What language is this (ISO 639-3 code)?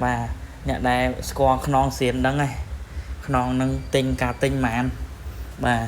khm